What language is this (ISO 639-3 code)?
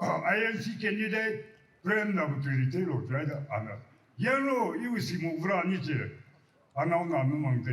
nmf